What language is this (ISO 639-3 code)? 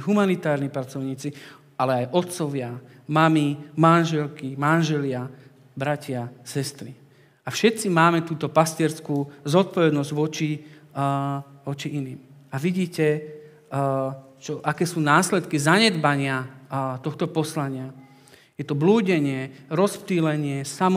slk